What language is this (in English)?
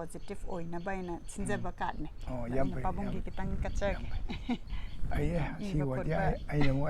Manipuri